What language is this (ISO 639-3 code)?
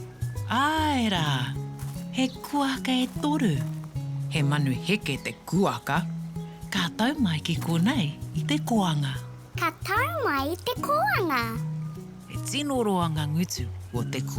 mri